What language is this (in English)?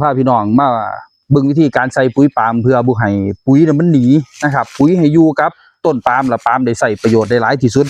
Northeastern Thai